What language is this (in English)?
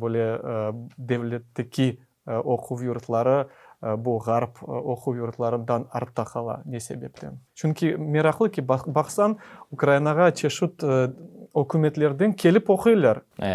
Crimean Tatar